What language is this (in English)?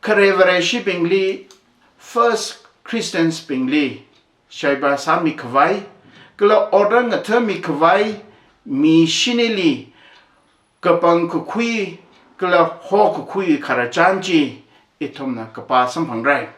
Tangkhul Naga (India)